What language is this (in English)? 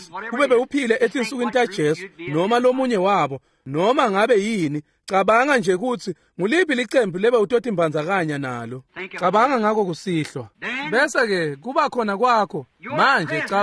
Swati